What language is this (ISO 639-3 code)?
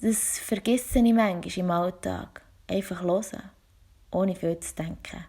gsw